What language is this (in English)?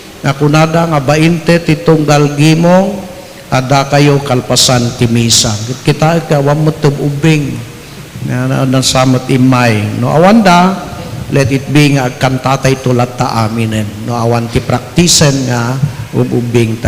Iloko